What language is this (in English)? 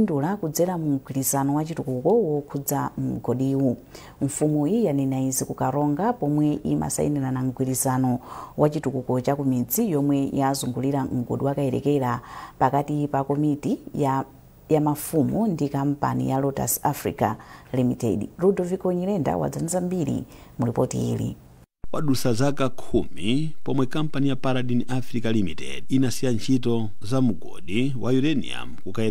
Nyanja